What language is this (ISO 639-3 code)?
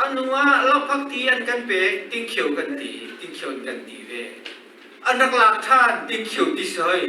cnh